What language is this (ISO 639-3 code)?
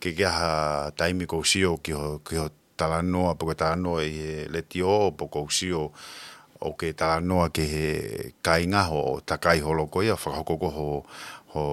ton